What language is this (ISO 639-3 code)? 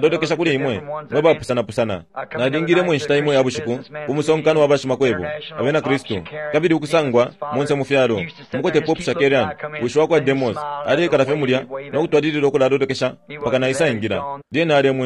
bem